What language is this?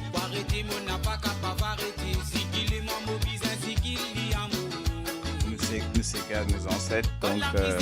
Morisyen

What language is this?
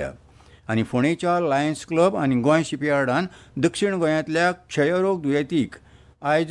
Konkani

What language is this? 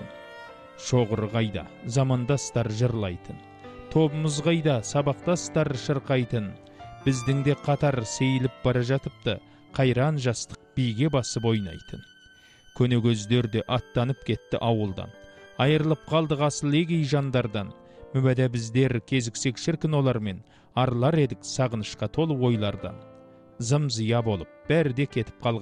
Kazakh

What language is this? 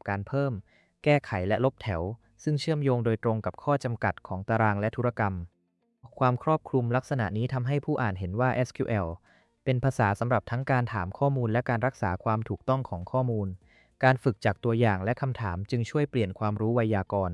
Thai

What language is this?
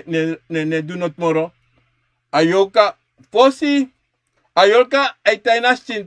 Sranan Tongo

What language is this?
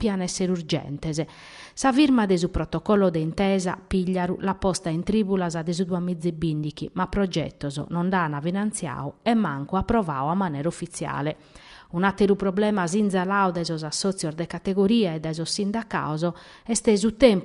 Sardinian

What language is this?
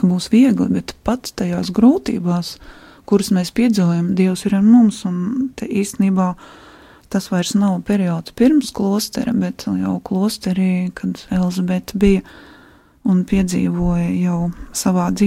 Latvian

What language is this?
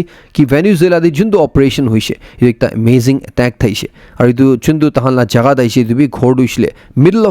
Naga Pidgin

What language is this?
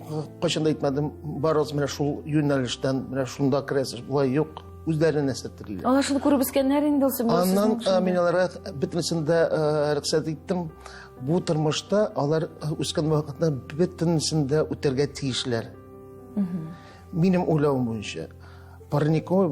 Tatar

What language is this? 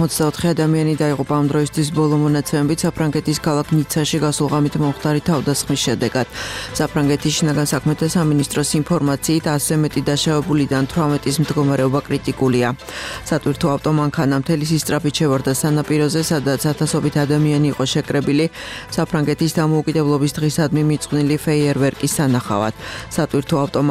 Georgian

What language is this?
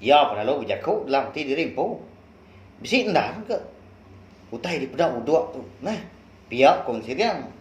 Iban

